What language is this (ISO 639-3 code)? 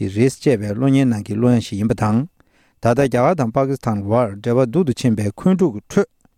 bod